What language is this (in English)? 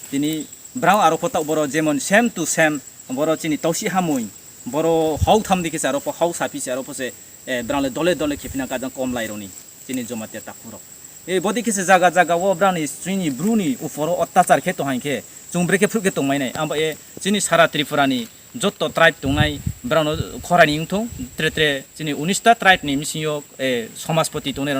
Riang (India)